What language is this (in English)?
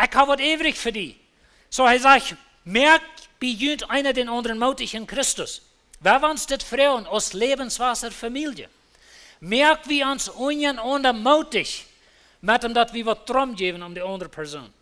Plautdietsch